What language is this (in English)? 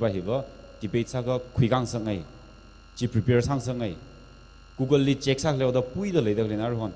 Tangkhul Naga (India)